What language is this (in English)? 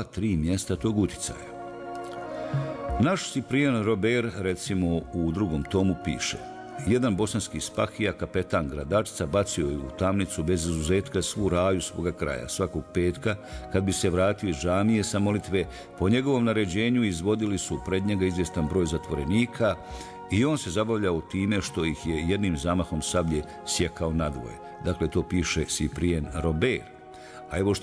Bosnian